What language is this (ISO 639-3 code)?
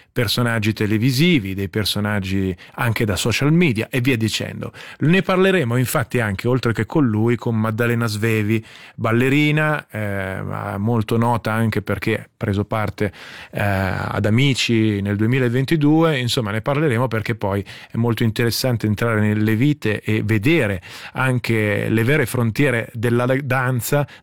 ita